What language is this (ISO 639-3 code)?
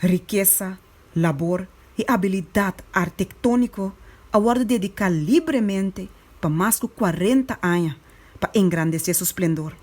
pap